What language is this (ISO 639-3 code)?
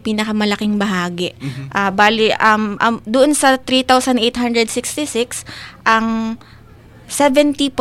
fil